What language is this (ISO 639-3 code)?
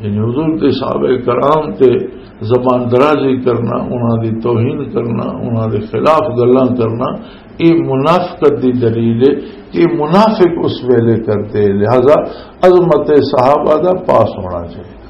lah